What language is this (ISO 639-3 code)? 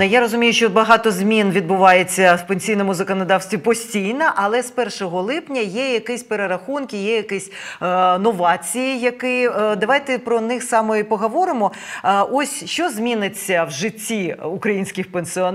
ukr